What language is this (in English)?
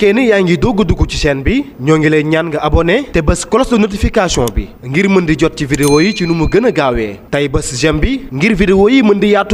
Wolof